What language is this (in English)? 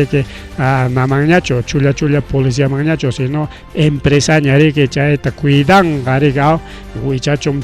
Ayacucho Quechua